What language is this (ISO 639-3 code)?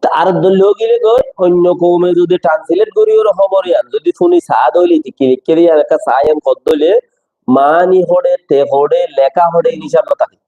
rhg